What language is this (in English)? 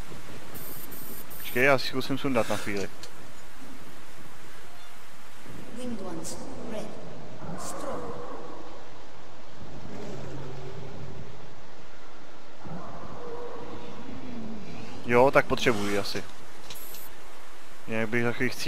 Czech